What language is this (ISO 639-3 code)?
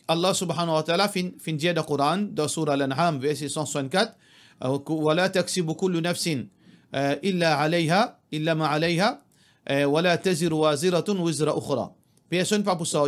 mfe